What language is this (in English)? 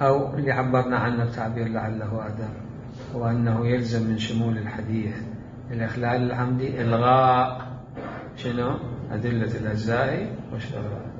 Mesopotamian Arabic